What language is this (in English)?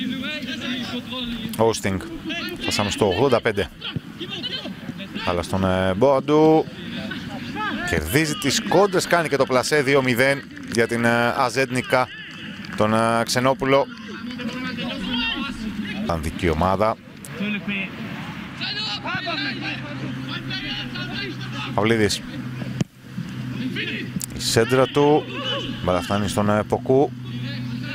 Greek